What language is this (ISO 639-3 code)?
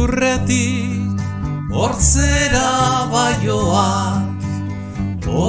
eus